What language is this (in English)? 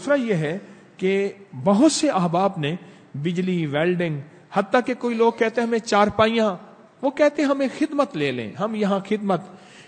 Urdu